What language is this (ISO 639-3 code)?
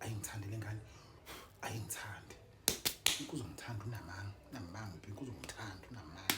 zul